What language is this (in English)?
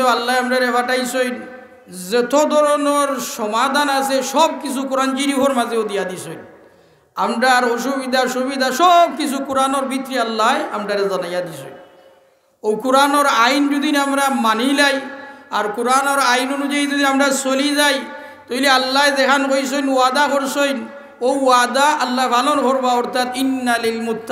Sylheti